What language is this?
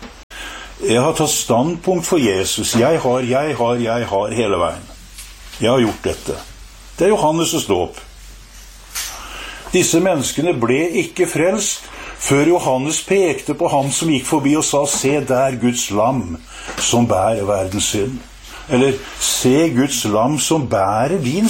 Norwegian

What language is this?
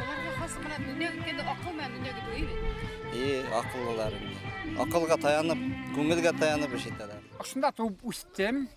Bashkir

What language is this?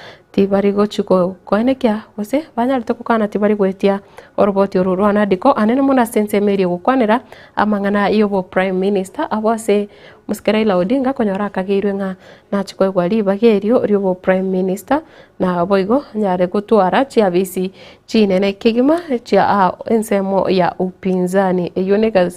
Gusii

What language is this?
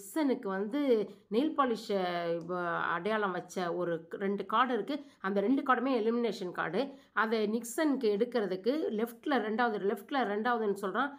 Tamil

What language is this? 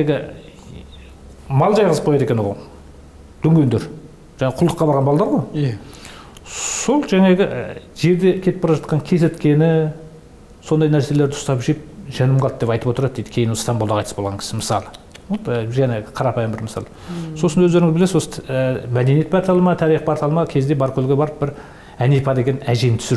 Kazakh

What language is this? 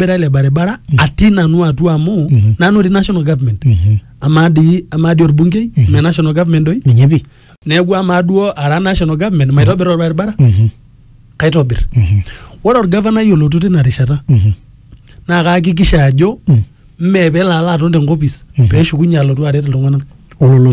Masai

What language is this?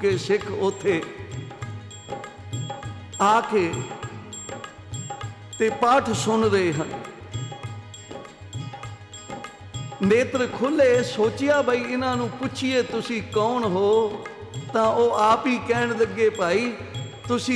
Punjabi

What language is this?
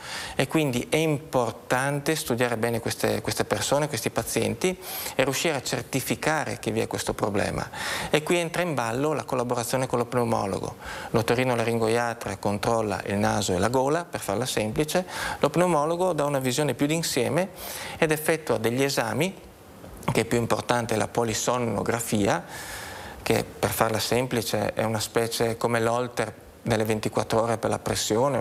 Italian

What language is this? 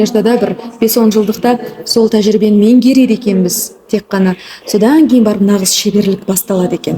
Kazakh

